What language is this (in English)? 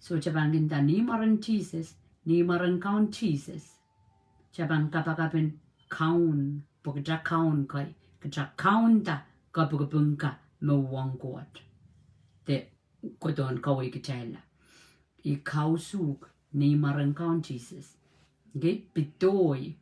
Pohnpeian